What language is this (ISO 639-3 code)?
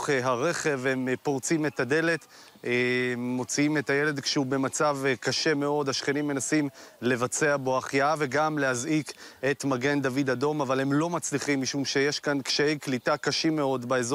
heb